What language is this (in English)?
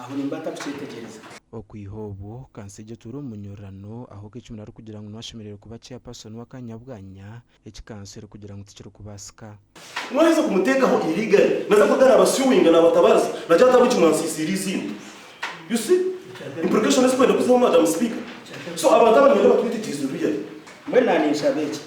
Nyankole